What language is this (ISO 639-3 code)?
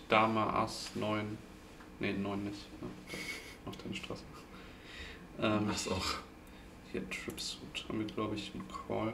deu